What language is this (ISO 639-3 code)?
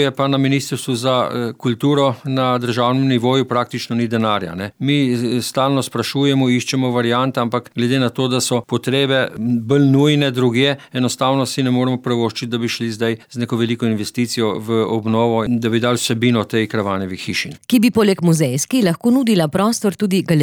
slv